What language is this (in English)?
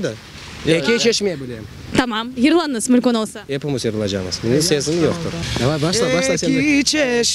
Crimean Tatar